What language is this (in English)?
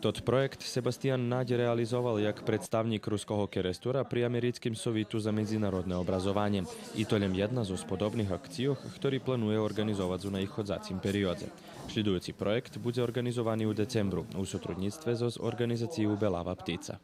Rusyn